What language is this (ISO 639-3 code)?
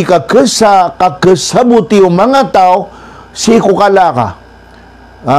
mrw